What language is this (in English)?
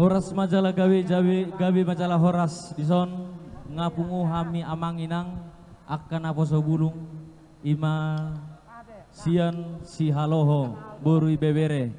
Batak Toba